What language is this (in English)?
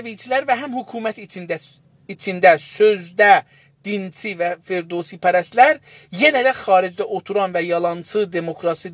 South Azerbaijani